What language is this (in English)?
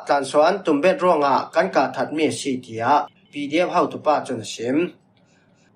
Falam Chin